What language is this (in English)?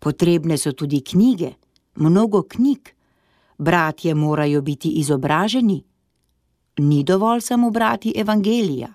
Slovenian